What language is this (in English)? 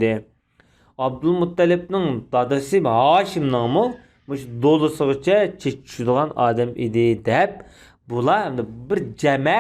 Uyghur